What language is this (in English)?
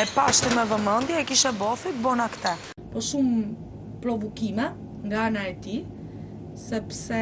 Albanian